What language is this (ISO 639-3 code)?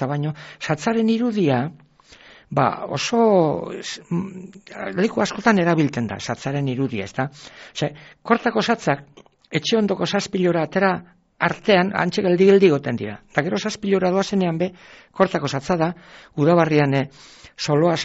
eus